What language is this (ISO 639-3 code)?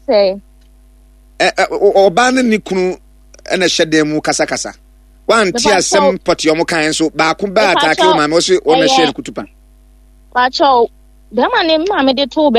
aka